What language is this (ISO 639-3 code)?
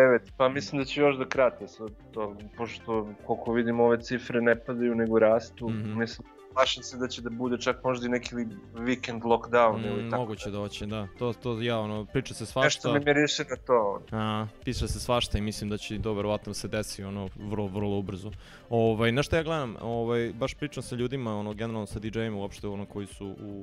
srp